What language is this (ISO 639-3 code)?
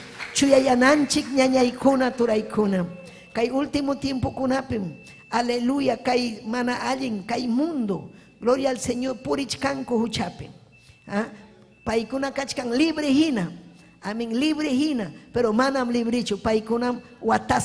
quy